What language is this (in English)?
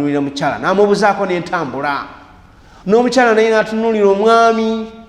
Ganda